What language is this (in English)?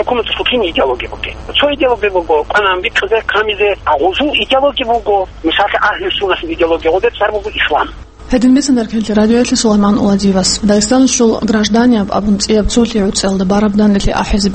Avaric